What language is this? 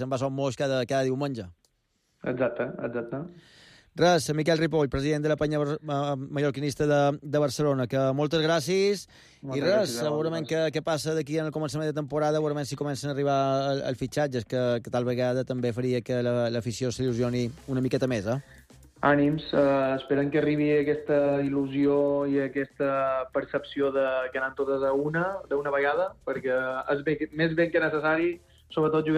Catalan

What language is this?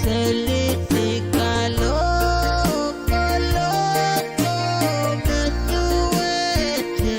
Pohnpeian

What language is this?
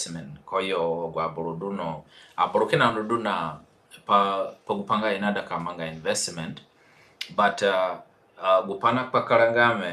Zande (individual language)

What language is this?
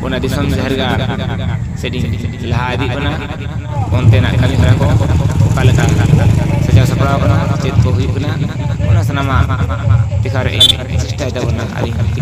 Santali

